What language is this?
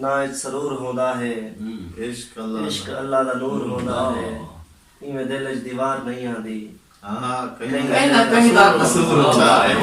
Saraiki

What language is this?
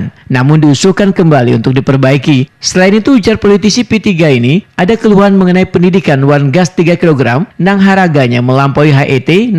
Banjar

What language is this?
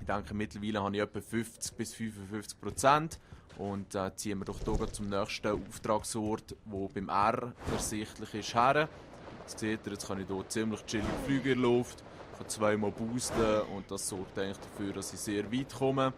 Swiss German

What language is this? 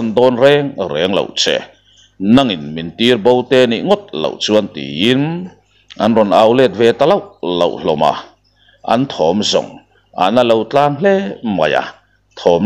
Mizo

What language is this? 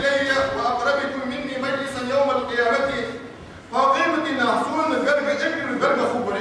Ingush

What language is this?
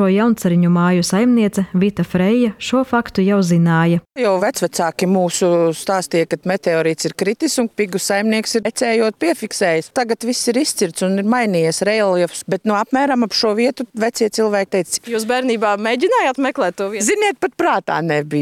Latvian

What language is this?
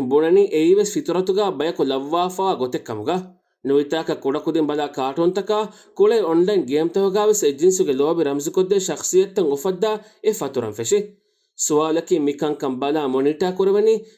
Divehi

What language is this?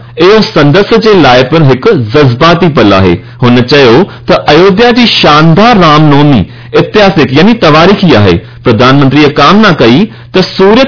Sindhi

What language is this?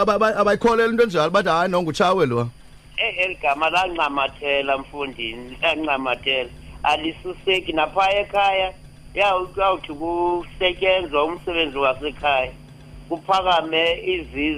Xhosa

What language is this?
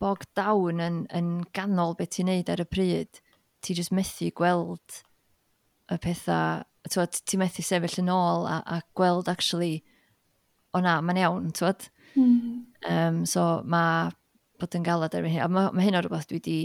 Welsh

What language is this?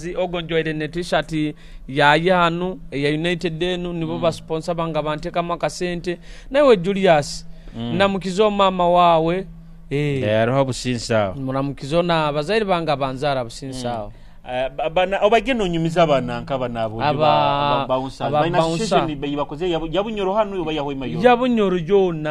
Nyoro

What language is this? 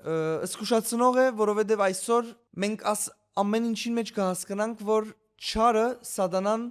Western Armenian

